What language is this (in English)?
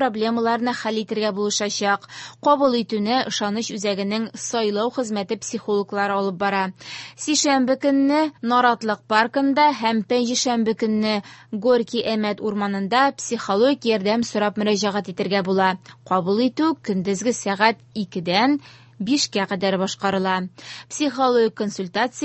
Tatar